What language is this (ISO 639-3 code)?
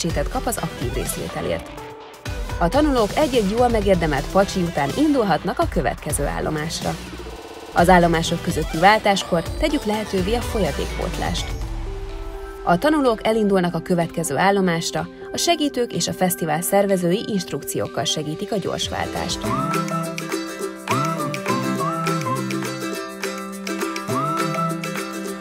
hun